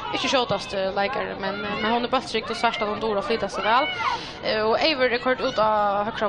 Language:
Faroese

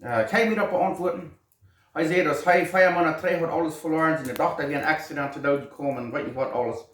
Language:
Plautdietsch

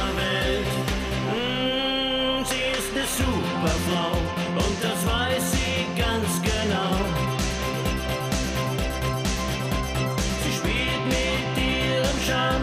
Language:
German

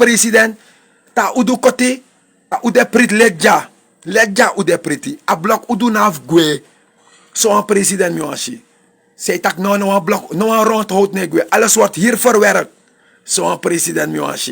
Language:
Sranan Tongo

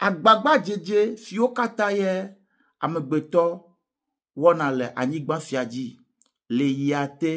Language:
Ewe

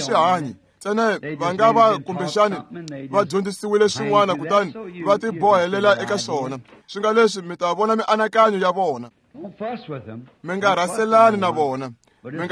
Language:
Tsonga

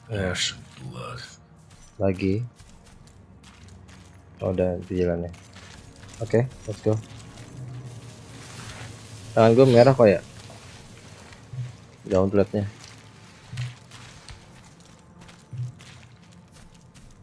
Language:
Indonesian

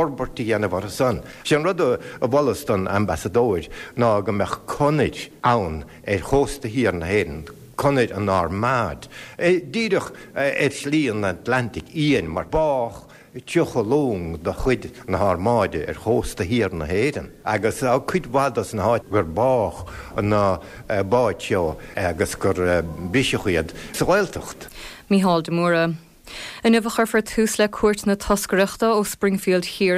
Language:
Irish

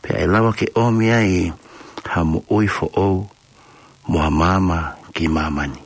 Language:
Tongan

